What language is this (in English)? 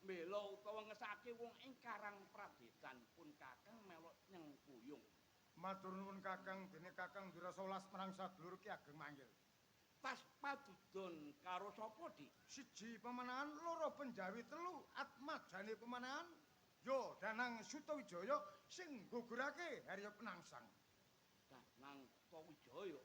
Javanese